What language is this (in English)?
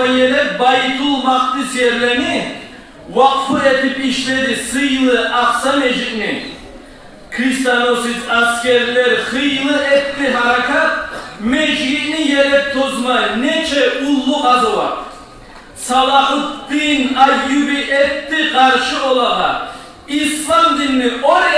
Kumyk